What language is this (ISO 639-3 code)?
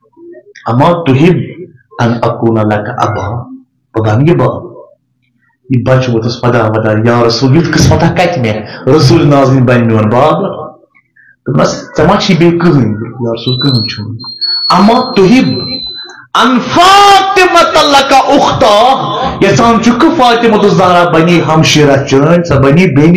kas